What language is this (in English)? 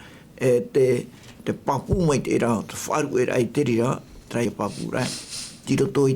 Tahitian